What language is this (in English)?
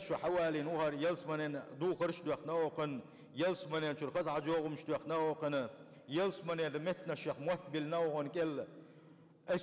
Chechen